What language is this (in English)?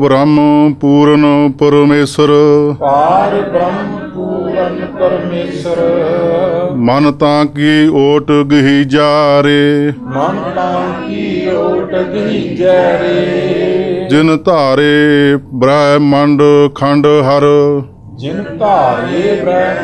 Punjabi